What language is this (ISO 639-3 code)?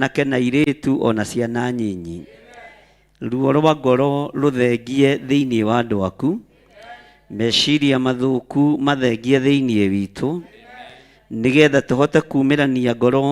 kik